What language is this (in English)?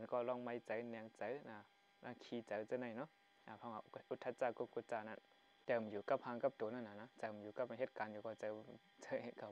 Shan